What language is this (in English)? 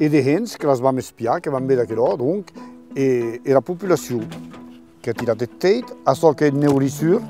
Occitan